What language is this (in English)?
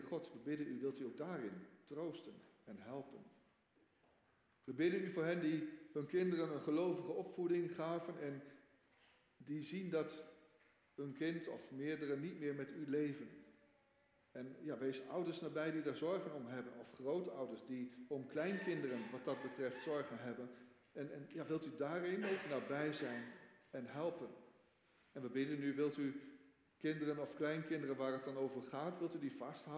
Dutch